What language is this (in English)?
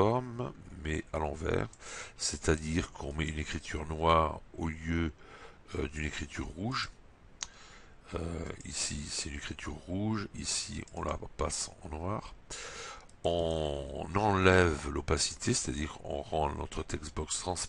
French